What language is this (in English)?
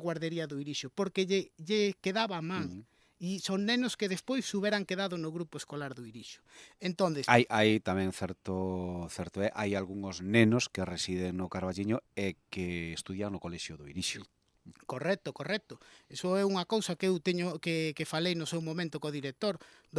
Galician